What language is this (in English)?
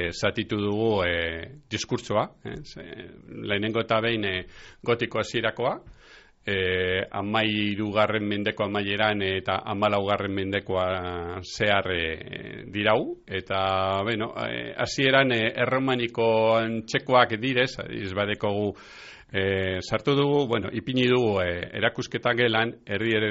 Basque